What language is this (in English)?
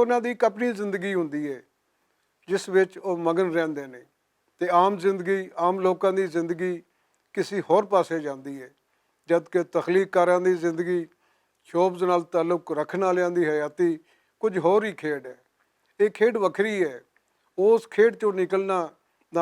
Western Panjabi